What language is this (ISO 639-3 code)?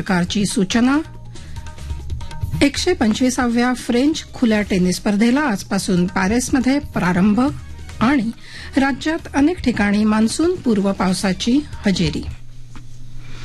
mar